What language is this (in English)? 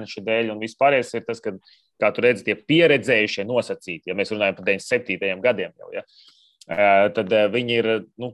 Latvian